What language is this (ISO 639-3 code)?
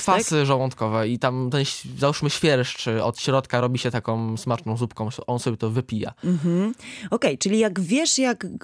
pol